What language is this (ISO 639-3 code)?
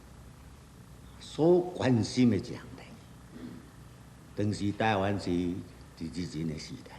nan